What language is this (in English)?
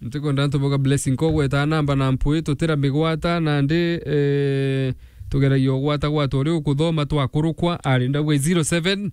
Meru